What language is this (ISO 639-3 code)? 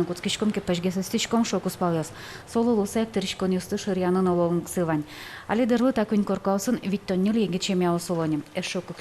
udm